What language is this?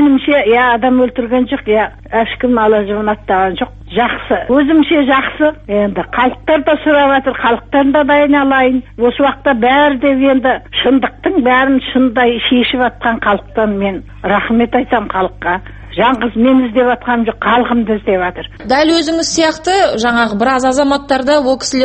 Kazakh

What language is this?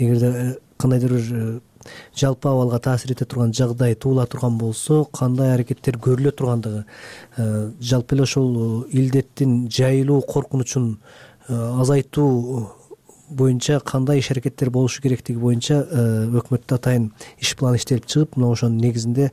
Kyrgyz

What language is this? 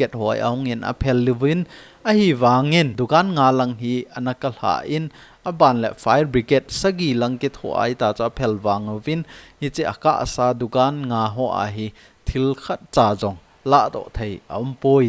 Thado Chin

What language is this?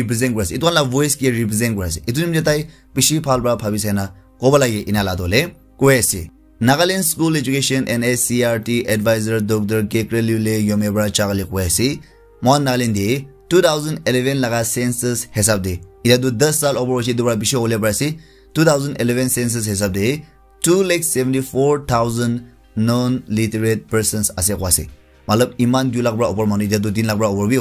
Naga Pidgin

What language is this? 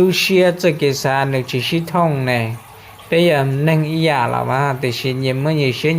Hmong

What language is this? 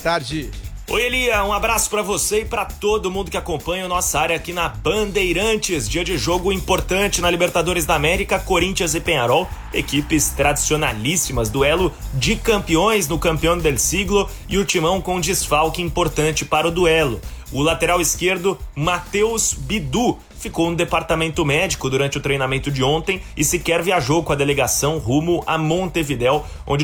Portuguese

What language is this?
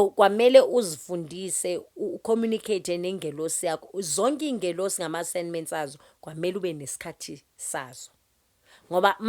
Zulu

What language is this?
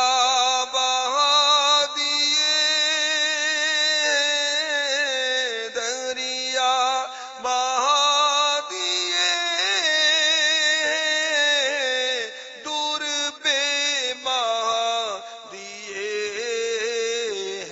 Urdu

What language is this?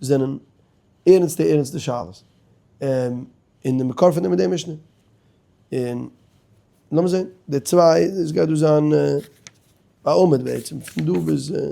Yiddish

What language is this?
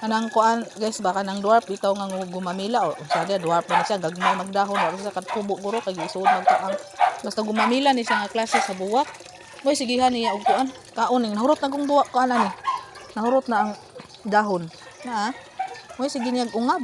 Cebuano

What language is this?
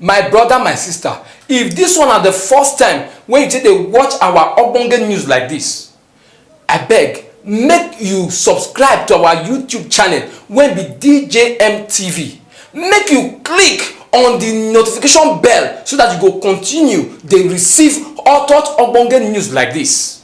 Nigerian Pidgin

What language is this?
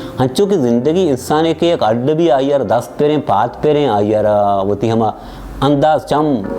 Baluchi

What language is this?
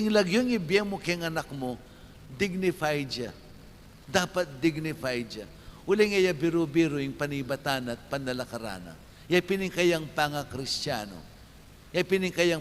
Pampanga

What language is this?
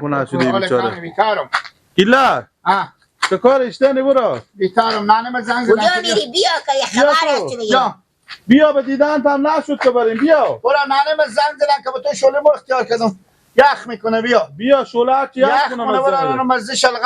Persian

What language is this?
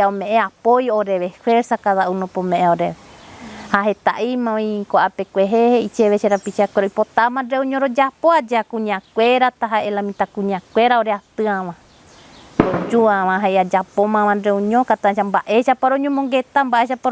Guarani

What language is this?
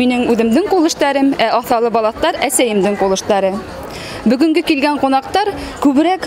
Bashkir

